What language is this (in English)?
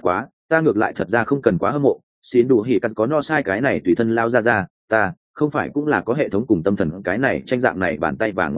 Vietnamese